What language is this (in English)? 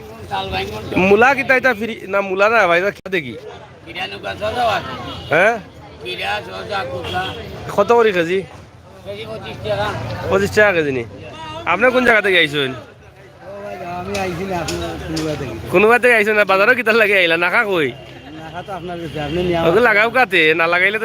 Sylheti